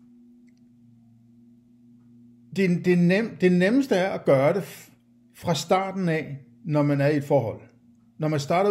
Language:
Danish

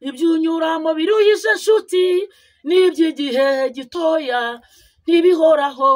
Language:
Kinyarwanda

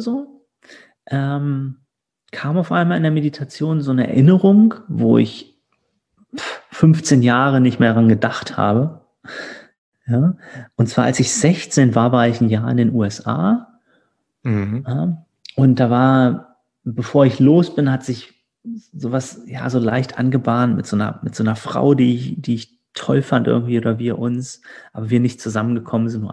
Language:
German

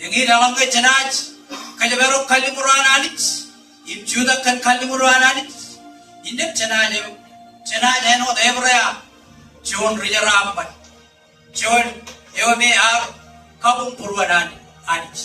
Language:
Marshallese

